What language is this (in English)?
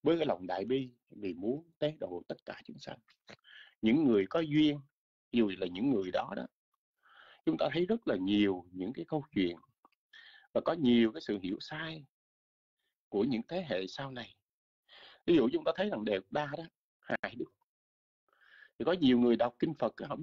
Vietnamese